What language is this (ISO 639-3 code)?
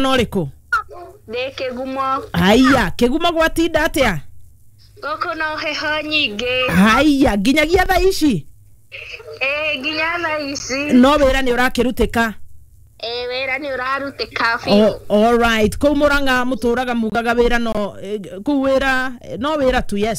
kik